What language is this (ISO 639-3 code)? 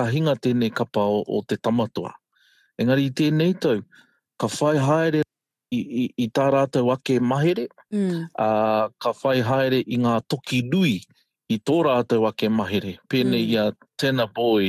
mri